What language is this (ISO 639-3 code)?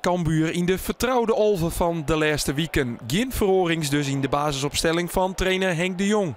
fry